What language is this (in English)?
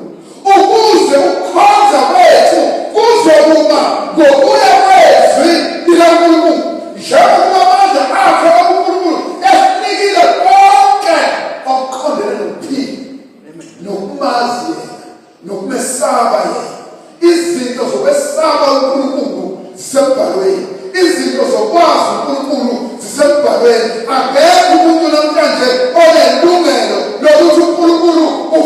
Zulu